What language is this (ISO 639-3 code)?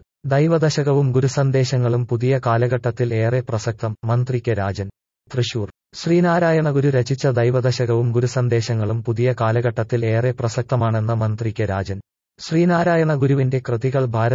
mal